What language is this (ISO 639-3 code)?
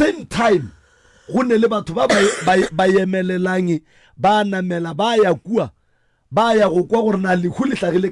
nso